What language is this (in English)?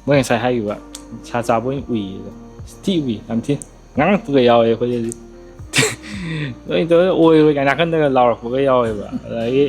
Manipuri